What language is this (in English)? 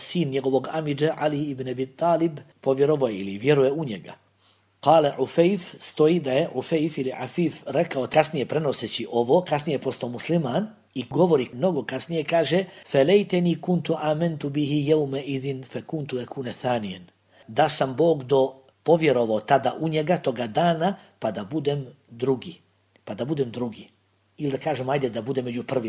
Bosnian